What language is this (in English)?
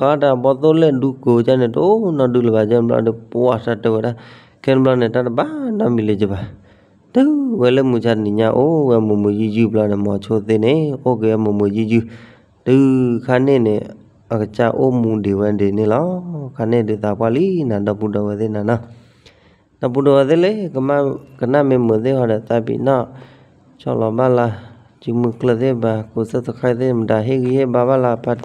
S'gaw Karen